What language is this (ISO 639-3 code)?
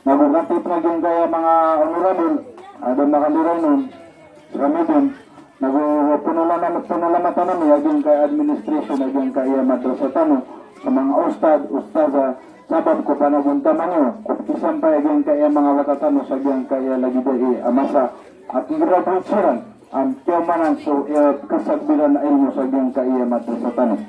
mrw